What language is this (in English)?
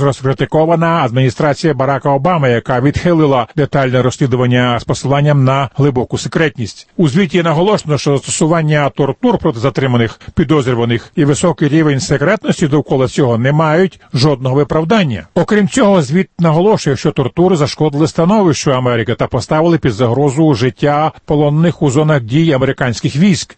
Ukrainian